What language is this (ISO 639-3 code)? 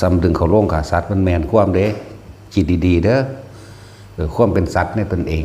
tts